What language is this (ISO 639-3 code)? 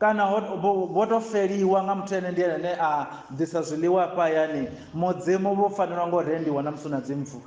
ven